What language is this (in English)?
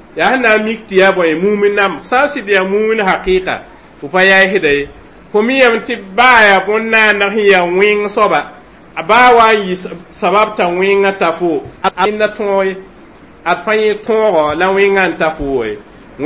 Mossi